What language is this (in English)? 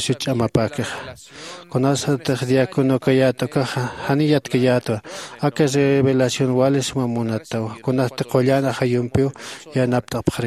Aymara